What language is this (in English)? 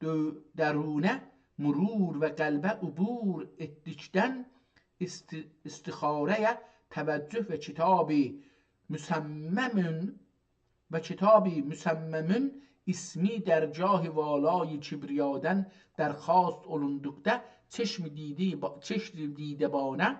South Azerbaijani